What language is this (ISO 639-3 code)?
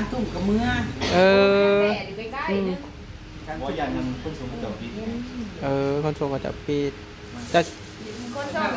tts